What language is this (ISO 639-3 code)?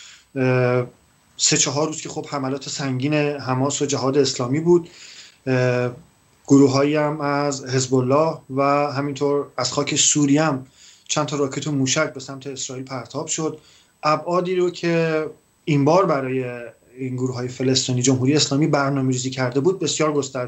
fas